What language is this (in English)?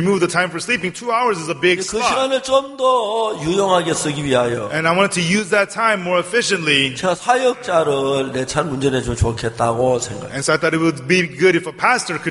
Korean